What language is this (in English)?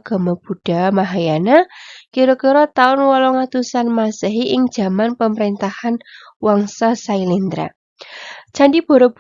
Javanese